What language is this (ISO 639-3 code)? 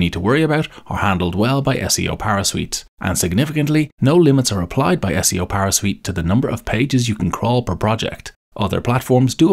eng